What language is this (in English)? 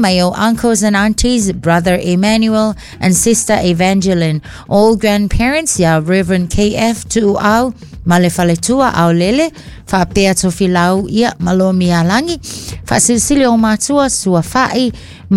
Samoan